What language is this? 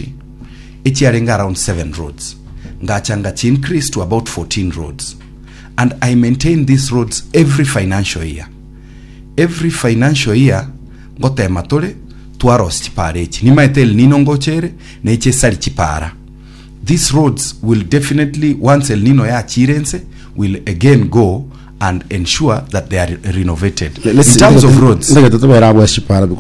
Gusii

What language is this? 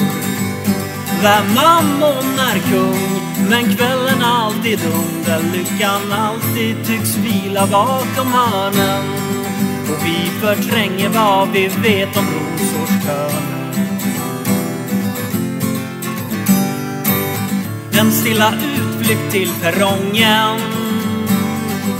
Swedish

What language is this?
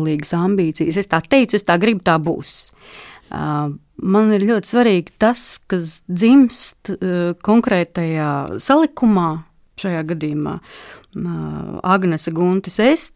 Latvian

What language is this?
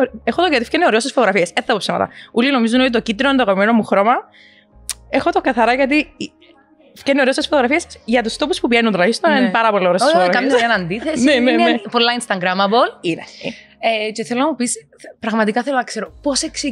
Greek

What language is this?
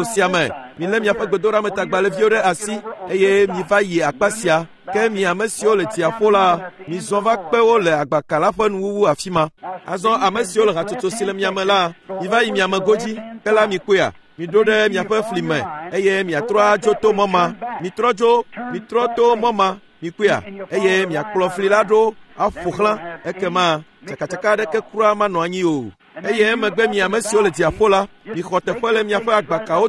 Ewe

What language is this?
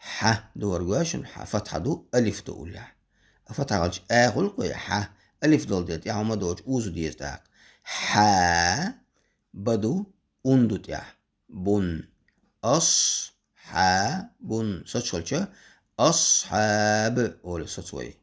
Chechen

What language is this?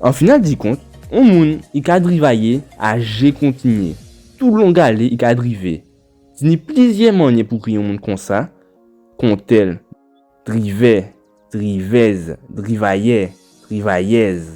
Guadeloupean Creole French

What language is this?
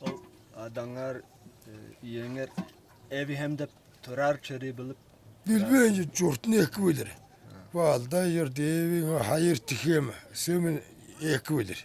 Tuvinian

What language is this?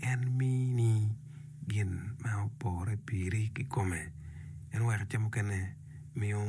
Acoli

